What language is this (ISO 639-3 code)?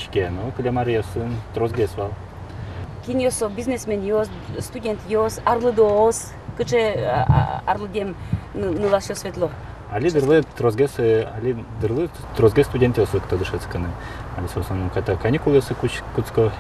udm